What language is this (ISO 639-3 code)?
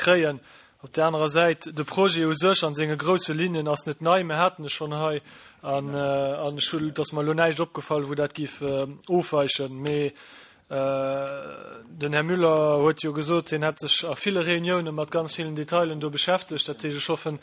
ltz